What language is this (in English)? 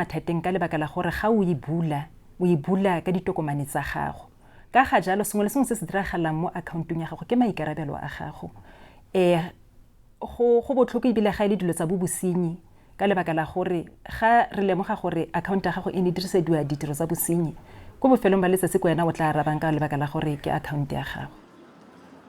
Tswana